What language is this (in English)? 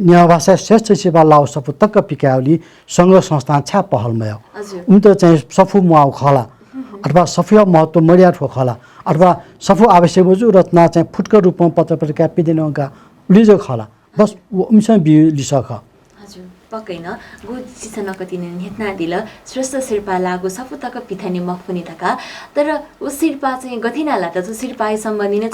Newari